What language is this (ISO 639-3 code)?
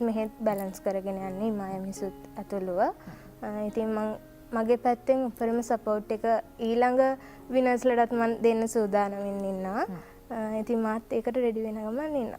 sin